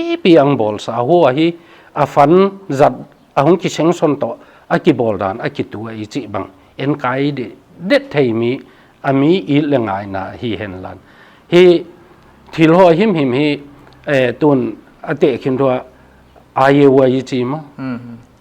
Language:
Paite Chin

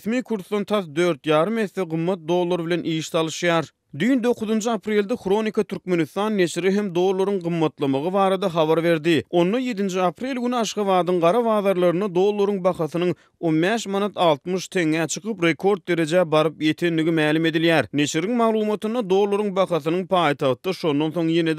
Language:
Turkmen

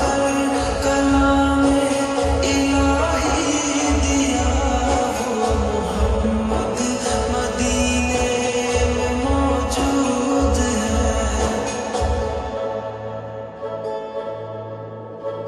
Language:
Urdu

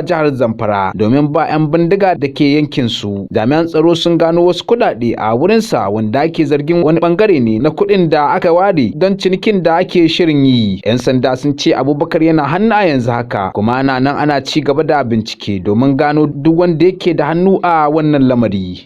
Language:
Hausa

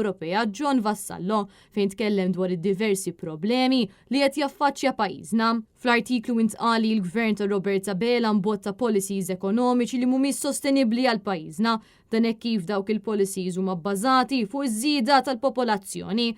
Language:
Maltese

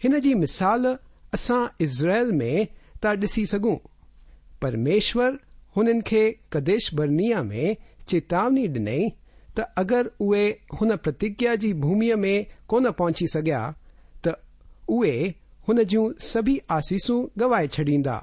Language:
Sindhi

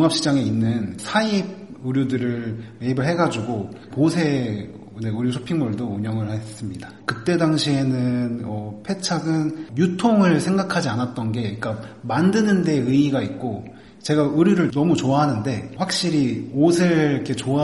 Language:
Korean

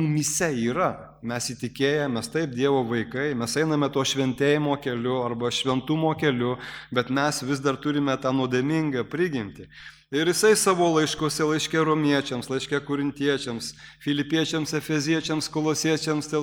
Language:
Lithuanian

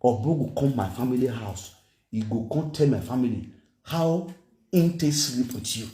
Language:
Nigerian Pidgin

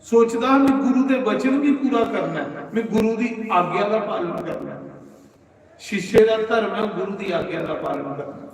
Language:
Dogri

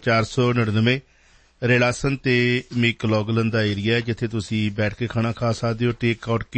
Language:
Punjabi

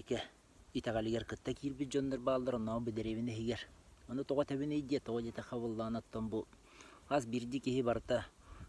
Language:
Yakut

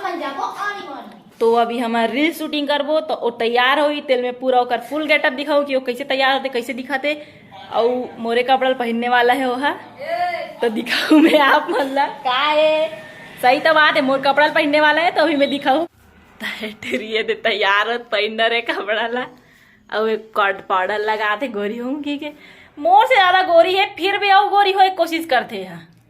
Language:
Chhattisgarhi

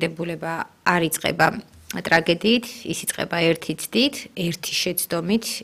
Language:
Georgian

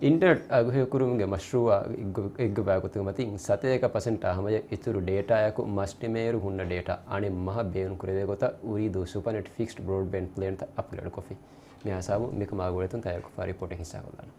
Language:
Divehi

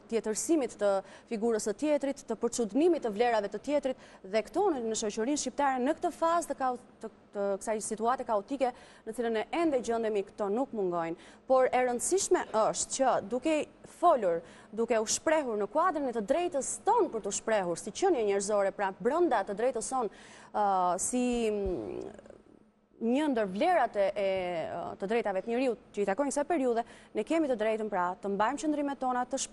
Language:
Albanian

